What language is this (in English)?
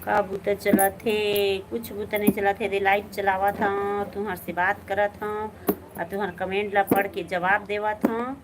Chhattisgarhi